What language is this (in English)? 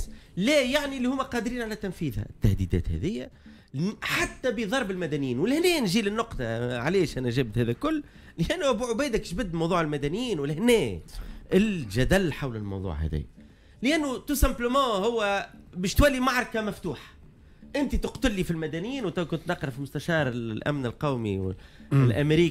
Tunisian Arabic